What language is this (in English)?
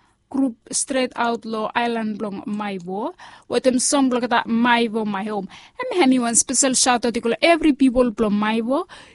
Bislama